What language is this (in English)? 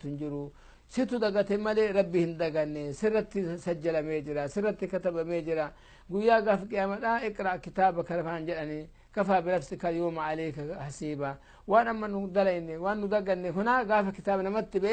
Oromo